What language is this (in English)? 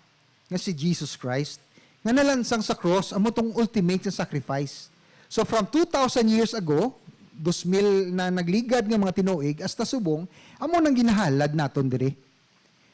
Hiligaynon